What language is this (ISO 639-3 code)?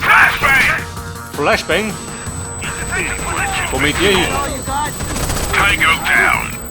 bar